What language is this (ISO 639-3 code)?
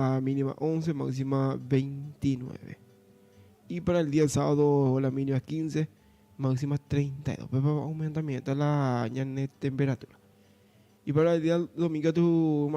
grn